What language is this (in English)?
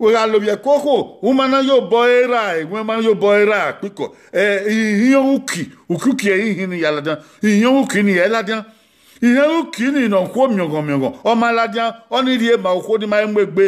Bini